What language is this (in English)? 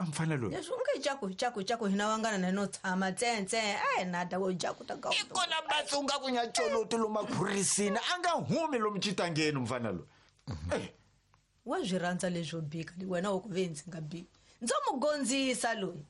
Tsonga